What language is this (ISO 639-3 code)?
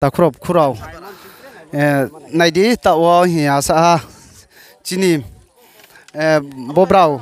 ria